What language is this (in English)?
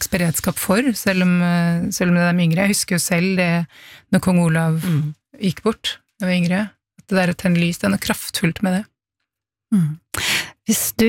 Norwegian